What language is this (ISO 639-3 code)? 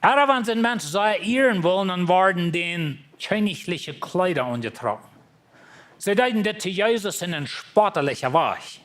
pdt